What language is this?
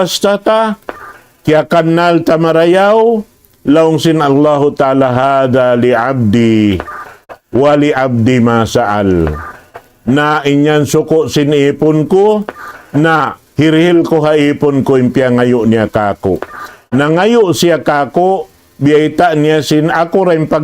Tausug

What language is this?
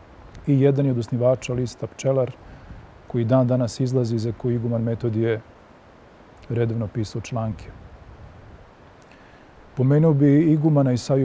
Serbian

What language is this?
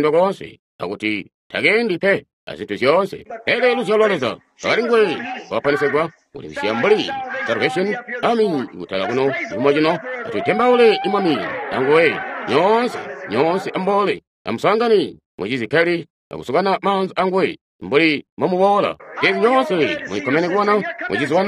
Tonga (Zambia)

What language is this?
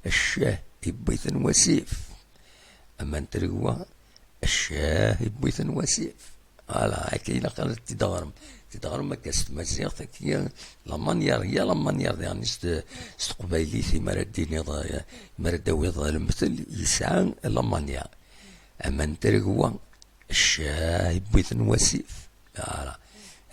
Kabyle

